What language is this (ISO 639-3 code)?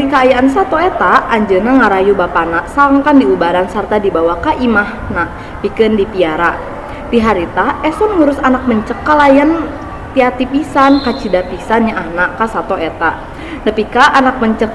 sun